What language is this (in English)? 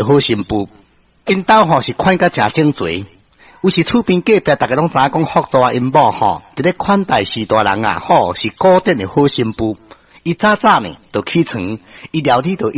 Min Nan Chinese